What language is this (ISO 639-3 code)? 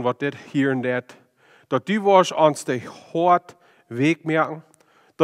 pdt